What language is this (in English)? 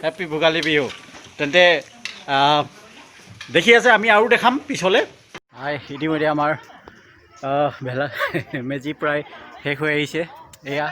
Assamese